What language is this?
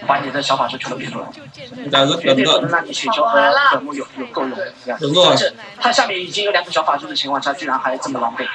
Vietnamese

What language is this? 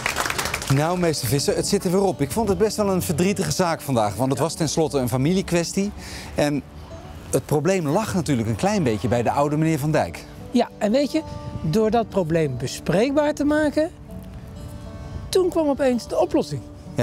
Dutch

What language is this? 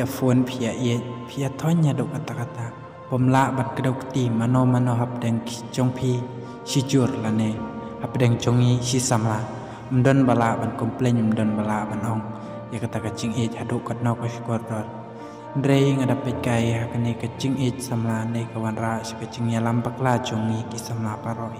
Khasi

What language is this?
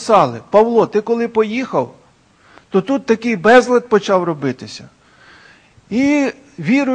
Ukrainian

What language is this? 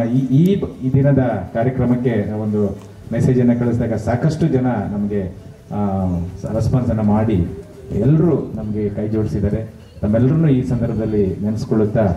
Kannada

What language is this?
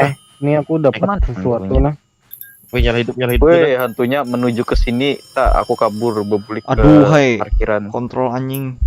Banjar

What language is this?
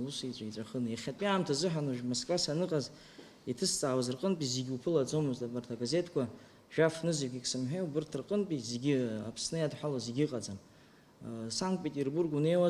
Abkhazian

